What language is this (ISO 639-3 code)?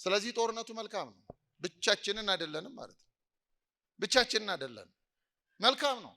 amh